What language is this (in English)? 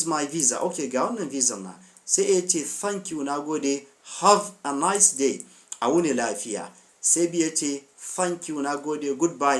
Hausa